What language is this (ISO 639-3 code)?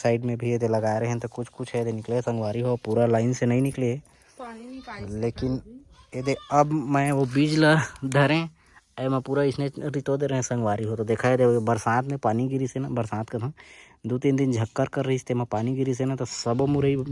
hne